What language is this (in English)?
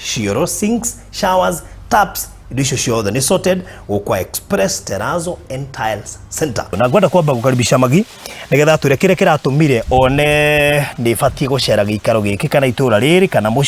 Kikuyu